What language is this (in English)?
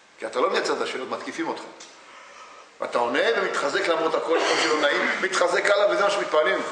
Hebrew